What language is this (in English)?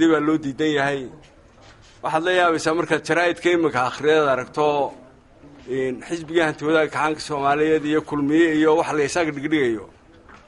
Somali